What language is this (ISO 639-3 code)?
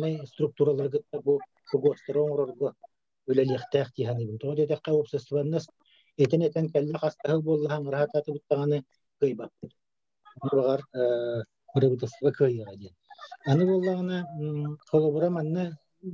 sah